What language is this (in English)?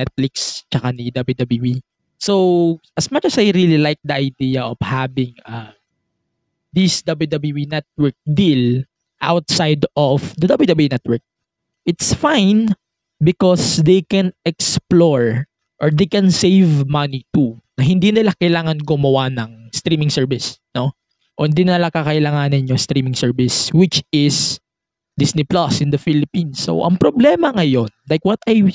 Filipino